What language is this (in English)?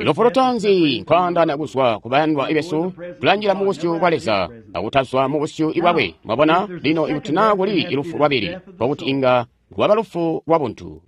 Tonga (Zambia)